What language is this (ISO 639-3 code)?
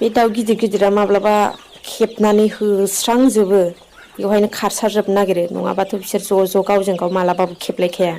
brx